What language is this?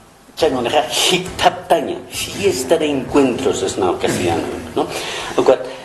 Aymara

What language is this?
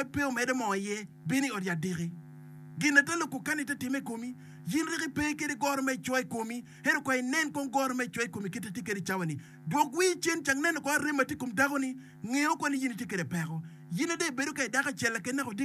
Acoli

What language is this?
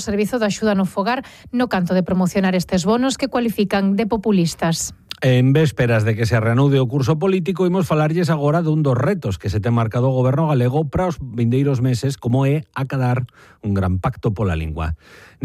Galician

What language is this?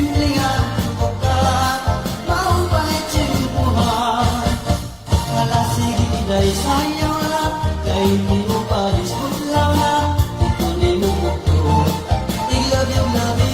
Waray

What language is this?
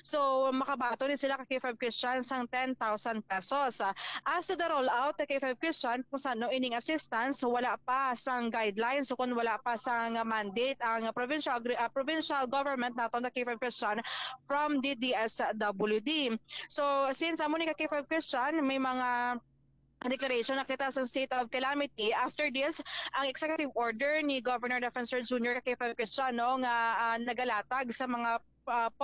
Hiligaynon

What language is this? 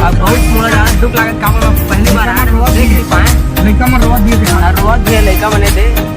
Chhattisgarhi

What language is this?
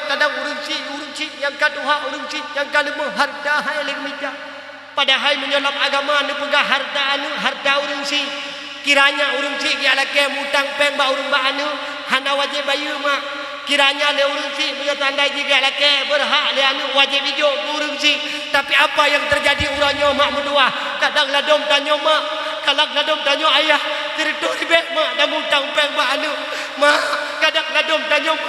Achinese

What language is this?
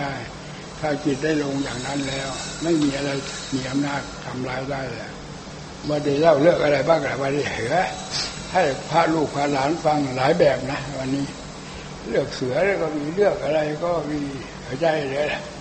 Thai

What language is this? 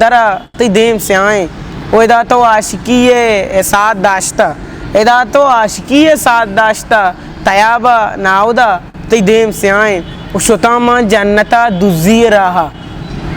Eastern Balochi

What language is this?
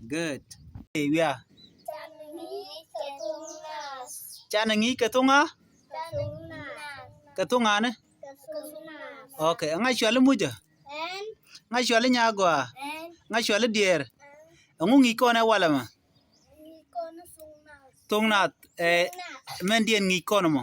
Nuer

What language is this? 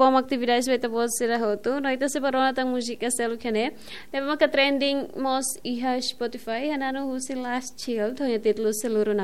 Tetum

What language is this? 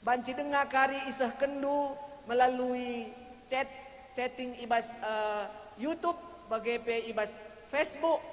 Batak Karo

